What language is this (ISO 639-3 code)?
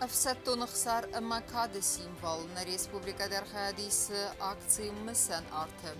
oss